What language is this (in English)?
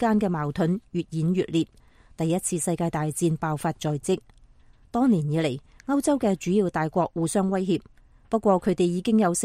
Cantonese